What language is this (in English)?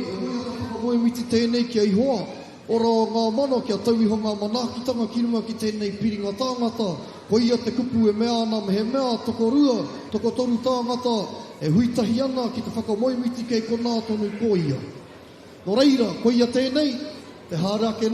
Māori